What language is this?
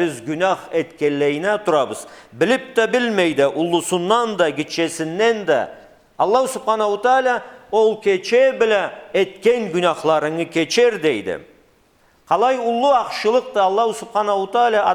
Karachay-Balkar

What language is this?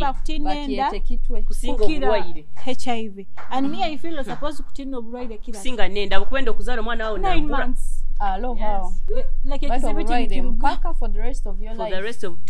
Nyoro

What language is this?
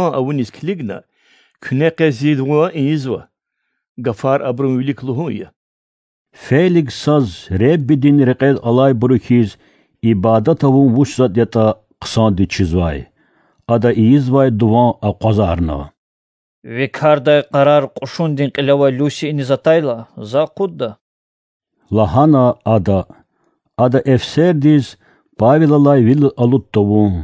Lezghian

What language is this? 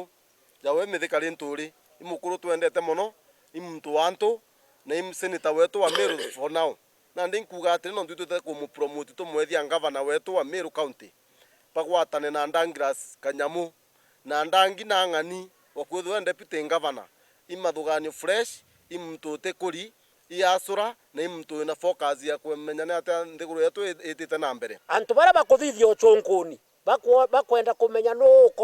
Meru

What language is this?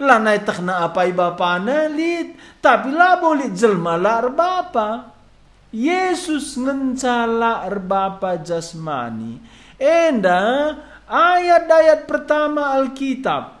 Batak Karo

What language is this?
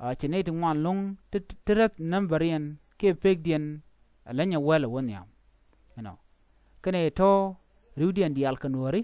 Nuer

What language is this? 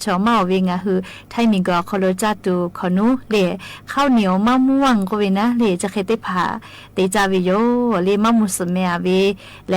Lahu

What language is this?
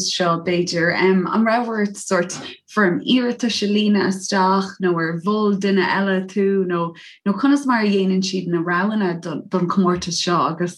Irish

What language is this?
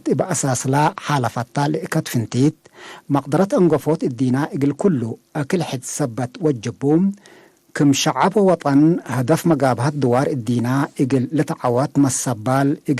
Tigre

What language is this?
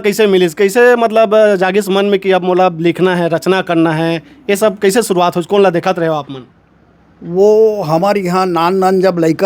Chhattisgarhi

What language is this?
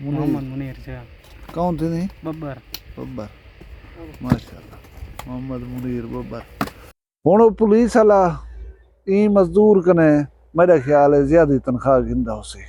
Saraiki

